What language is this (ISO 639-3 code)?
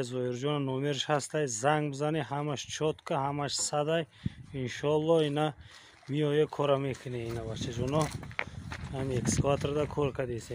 tgk